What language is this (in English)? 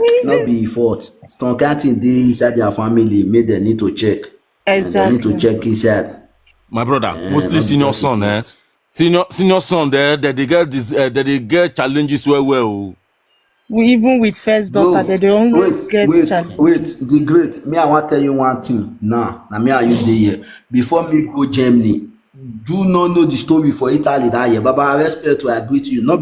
Nigerian Pidgin